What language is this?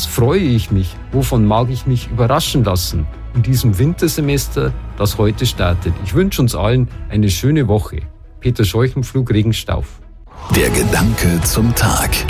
German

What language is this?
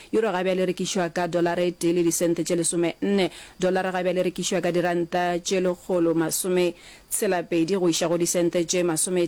Northern Sotho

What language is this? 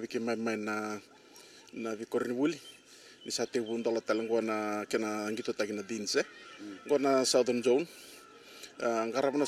Fijian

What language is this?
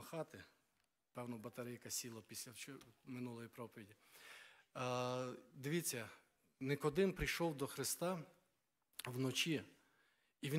Ukrainian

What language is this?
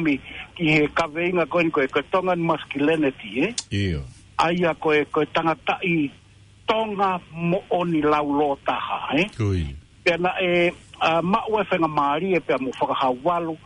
Tongan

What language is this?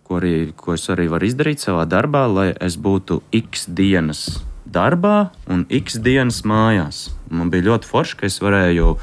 Latvian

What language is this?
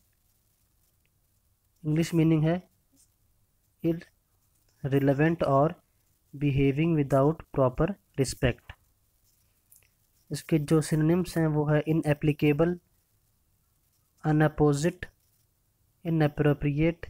Hindi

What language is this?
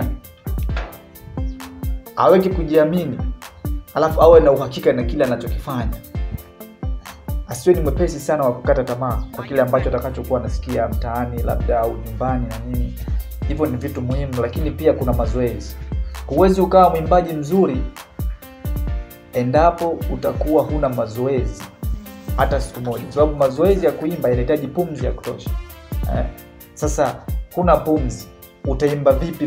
Swahili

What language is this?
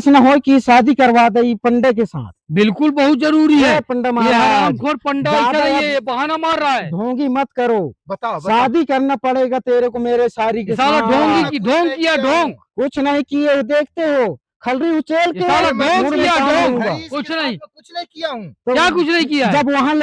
Chhattisgarhi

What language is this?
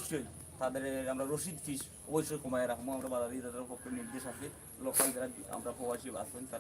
Sylheti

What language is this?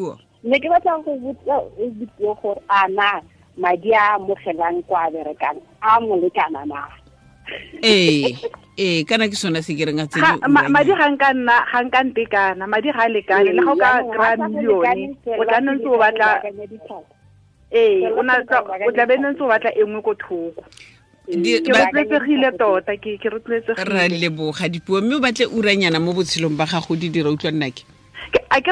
Tswana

